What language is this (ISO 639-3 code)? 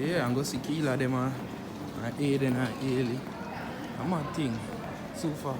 jam